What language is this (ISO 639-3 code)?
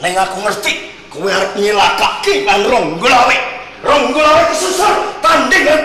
jav